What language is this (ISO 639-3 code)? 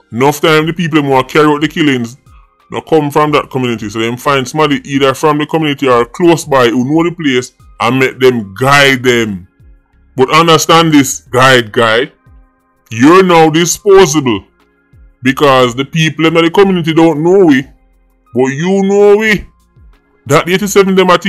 jam